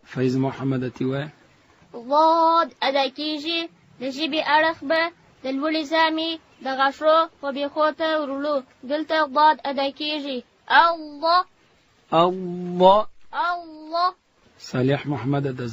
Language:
Pashto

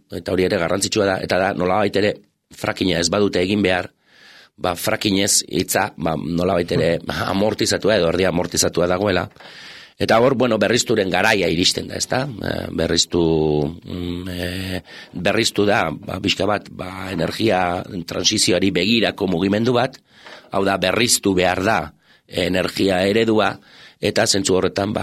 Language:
Basque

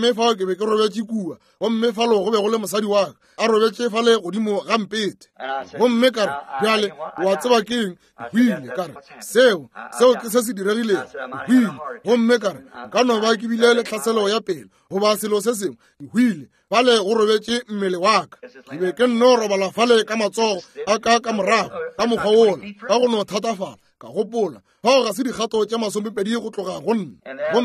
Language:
Northern Sotho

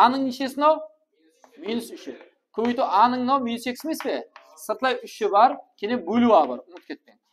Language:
Kara-Kalpak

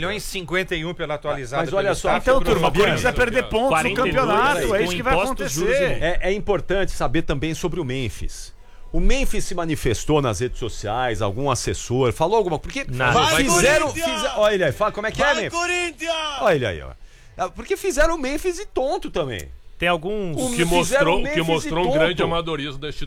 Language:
Portuguese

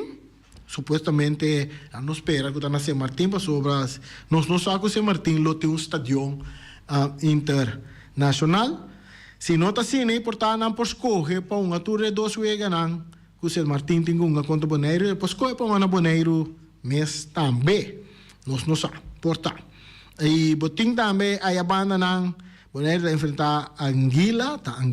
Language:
Papiamento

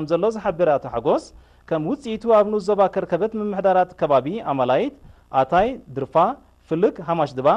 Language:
Tigrinya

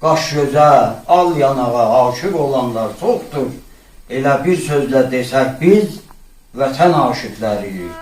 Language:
South Azerbaijani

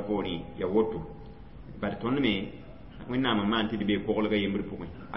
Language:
Mossi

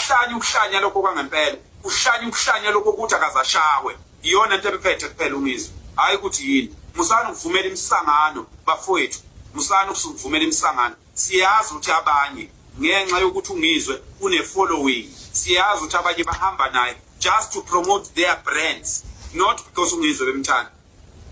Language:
Zulu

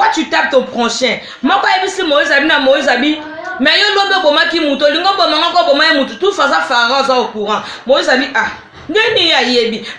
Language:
Lingala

